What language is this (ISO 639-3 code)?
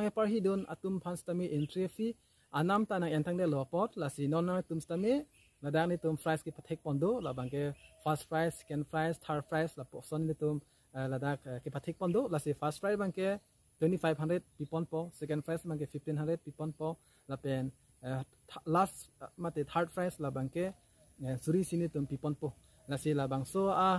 mjw